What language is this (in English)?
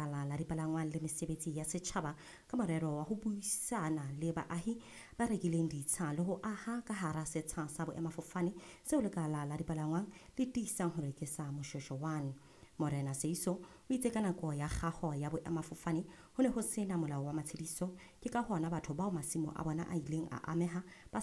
Southern Sotho